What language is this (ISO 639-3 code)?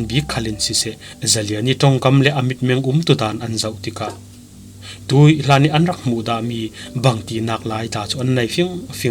cfm